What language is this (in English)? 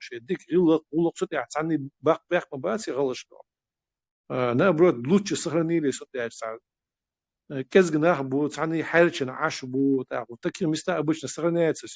Chechen